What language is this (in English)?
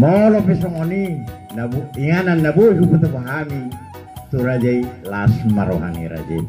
Batak Toba